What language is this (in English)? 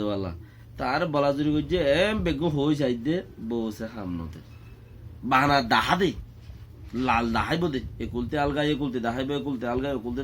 Rohingya